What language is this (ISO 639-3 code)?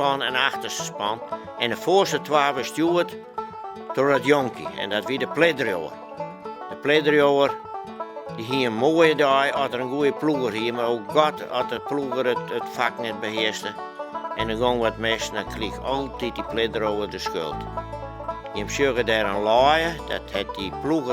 fry